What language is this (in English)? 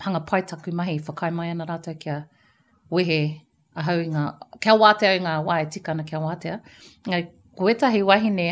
Māori